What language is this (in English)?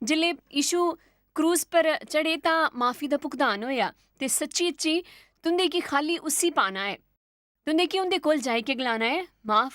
Dogri